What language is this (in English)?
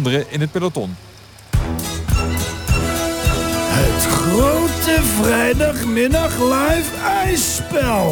Dutch